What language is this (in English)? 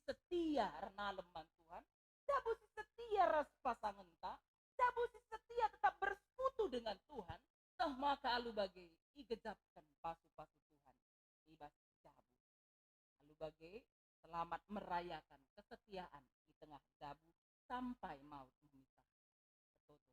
Batak Karo